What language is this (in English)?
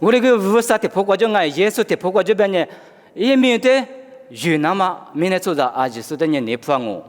Lisu